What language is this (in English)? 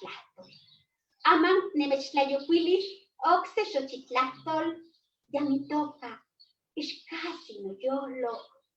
Eastern Huasteca Nahuatl